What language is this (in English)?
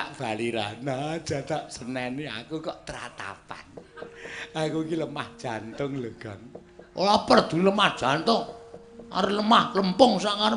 Javanese